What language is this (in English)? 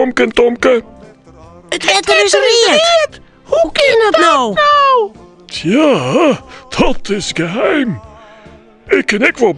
Western Frisian